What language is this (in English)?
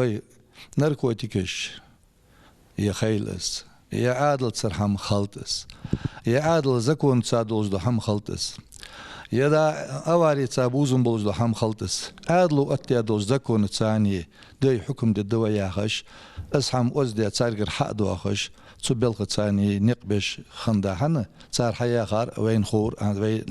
Ingush